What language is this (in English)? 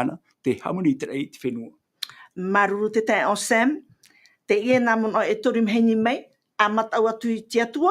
Tahitian